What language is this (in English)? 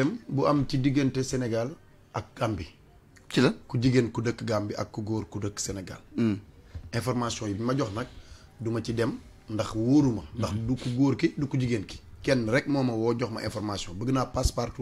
Wolof